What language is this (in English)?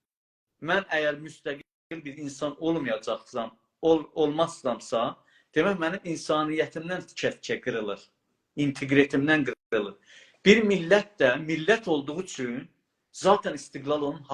South Azerbaijani